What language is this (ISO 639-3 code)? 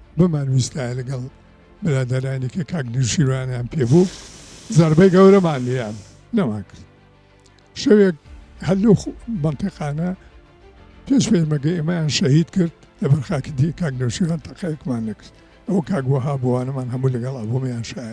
ckb